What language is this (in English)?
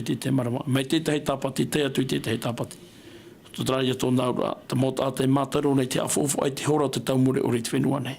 Tahitian